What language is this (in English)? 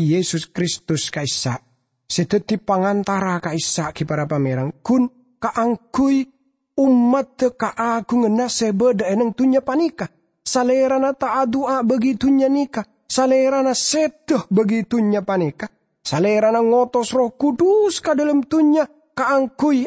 Madurese